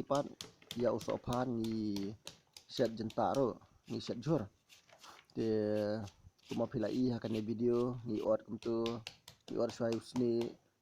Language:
Khasi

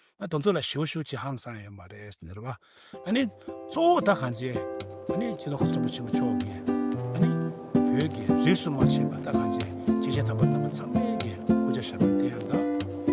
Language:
Tibetan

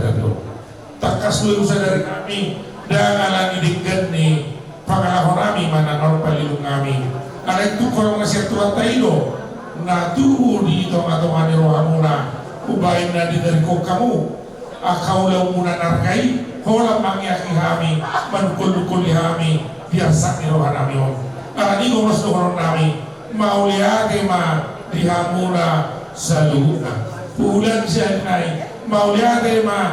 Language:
Batak Toba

